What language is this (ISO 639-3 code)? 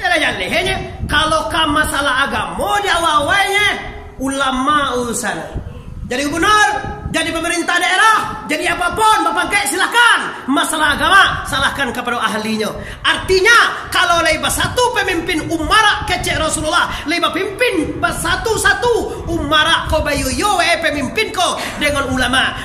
min